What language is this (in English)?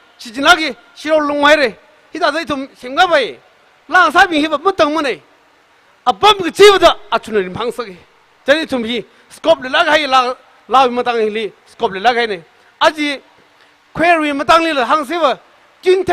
Tangkhul Naga (India)